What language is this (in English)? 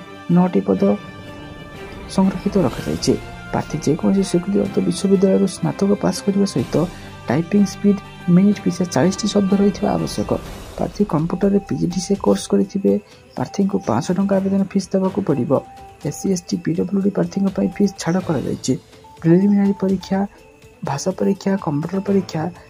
Odia